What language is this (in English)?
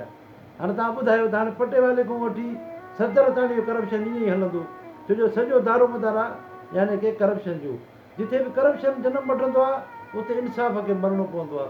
Sindhi